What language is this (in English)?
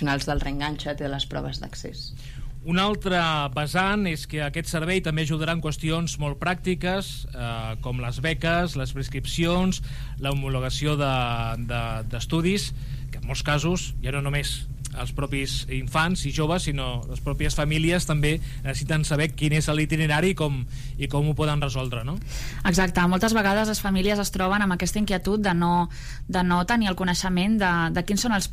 Catalan